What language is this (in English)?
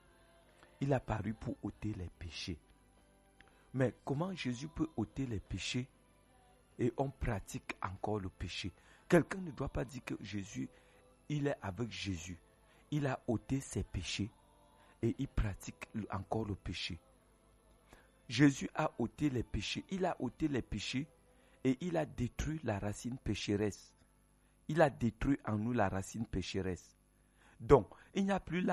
French